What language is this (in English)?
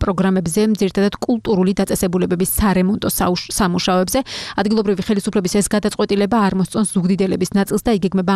Georgian